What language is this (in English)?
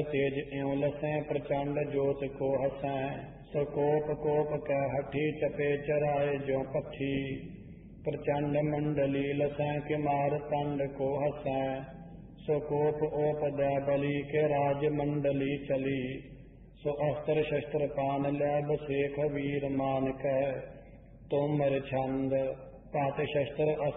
Punjabi